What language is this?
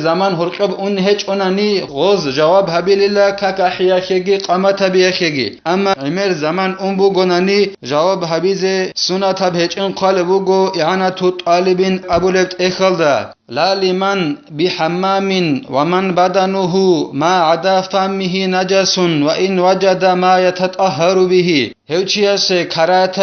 Avaric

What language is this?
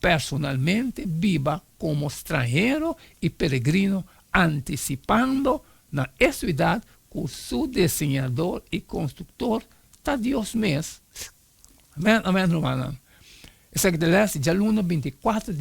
Papiamento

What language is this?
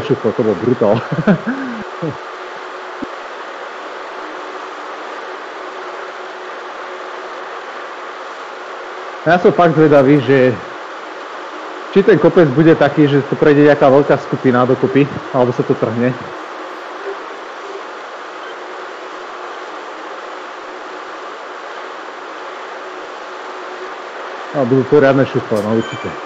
Slovak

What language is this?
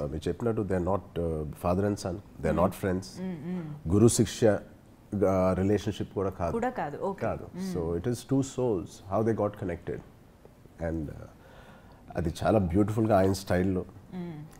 Telugu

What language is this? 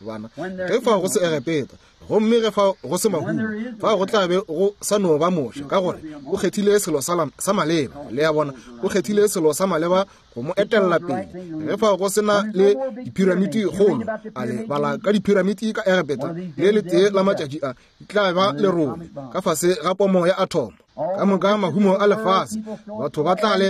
Northern Sotho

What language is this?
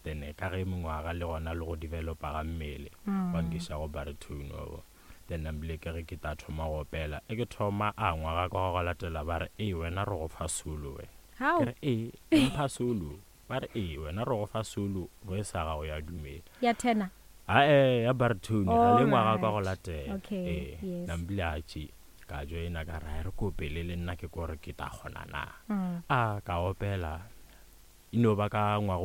Northern Sotho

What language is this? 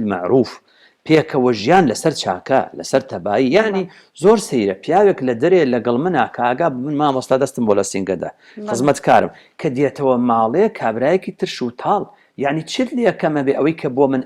Central Kurdish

